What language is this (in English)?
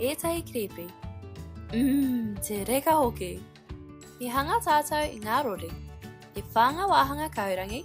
Māori